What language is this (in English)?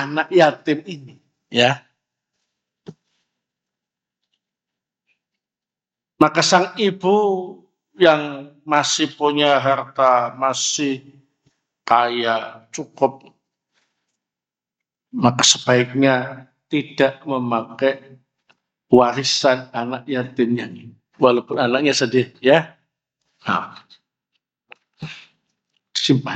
Indonesian